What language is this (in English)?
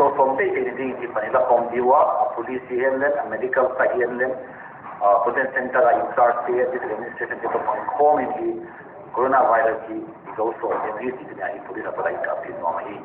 Paite Chin